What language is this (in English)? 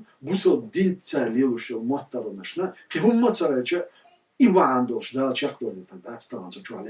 Chechen